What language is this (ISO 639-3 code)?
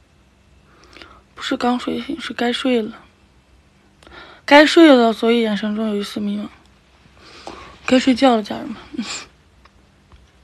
zho